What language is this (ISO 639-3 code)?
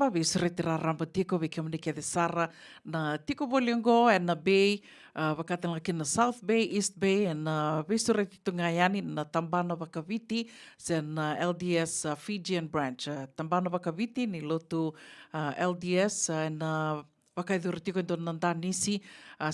fij